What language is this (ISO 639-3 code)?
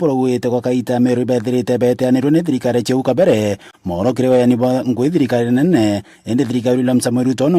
mer